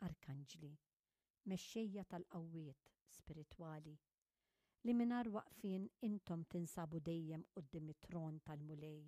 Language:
Maltese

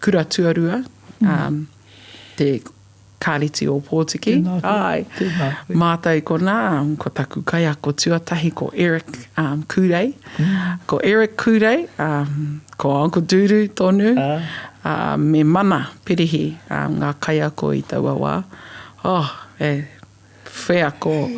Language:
Māori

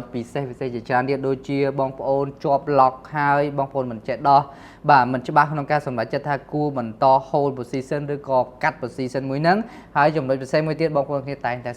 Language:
Khmer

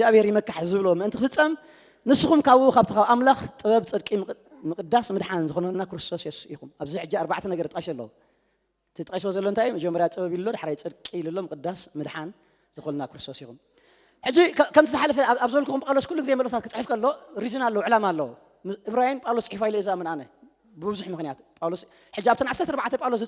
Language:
Tigrinya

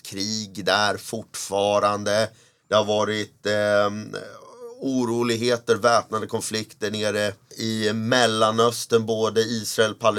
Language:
Swedish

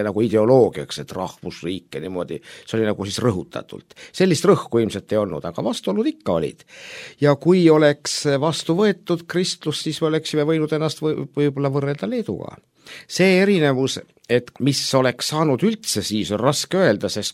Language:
Estonian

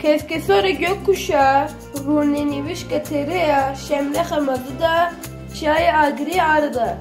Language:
Kurdish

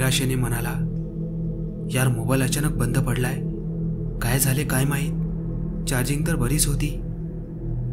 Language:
Marathi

